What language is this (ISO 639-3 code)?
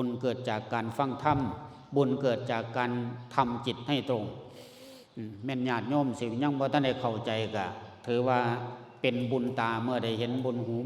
lao